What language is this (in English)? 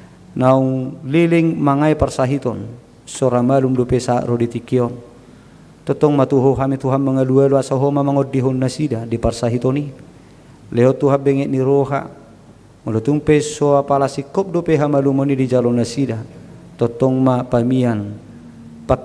Batak Toba